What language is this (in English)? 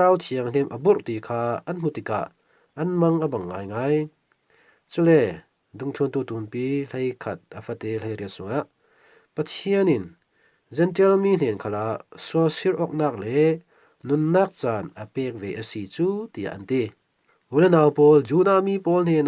Falam Chin